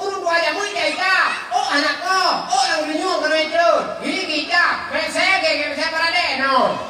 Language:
Achinese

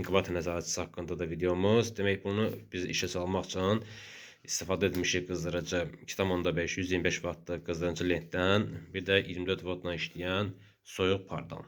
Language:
Azerbaijani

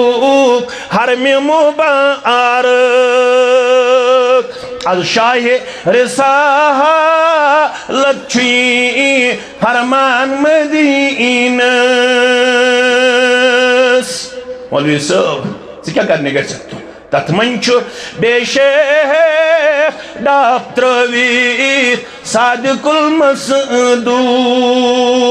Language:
Kashmiri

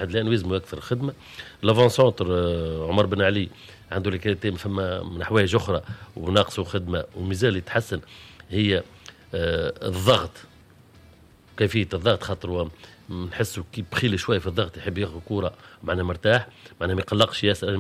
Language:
Tunisian Arabic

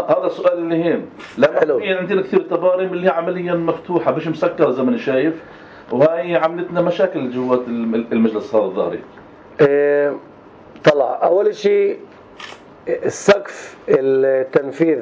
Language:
North Levantine Arabic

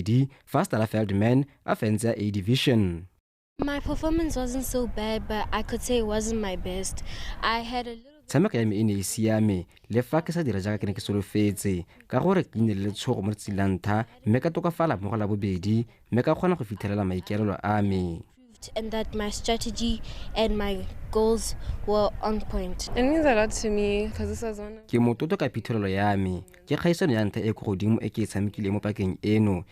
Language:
Tswana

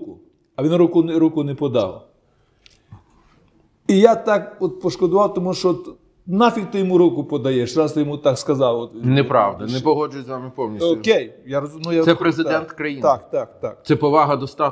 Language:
Ukrainian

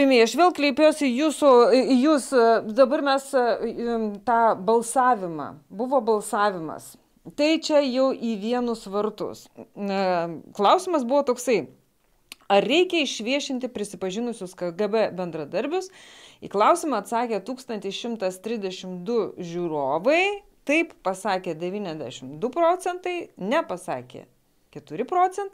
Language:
Lithuanian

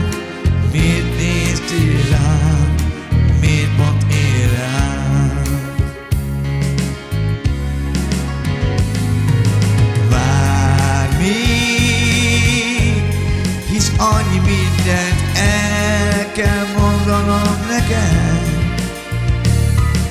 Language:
Hungarian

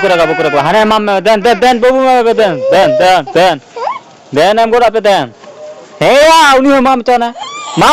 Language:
Santali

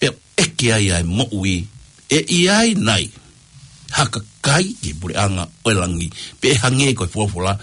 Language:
Tongan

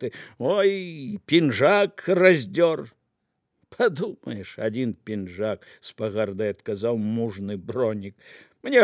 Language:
Belarusian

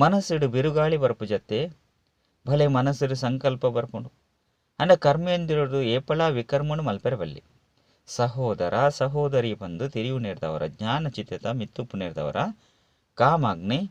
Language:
Tulu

